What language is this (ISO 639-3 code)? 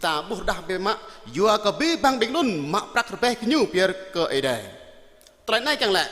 jra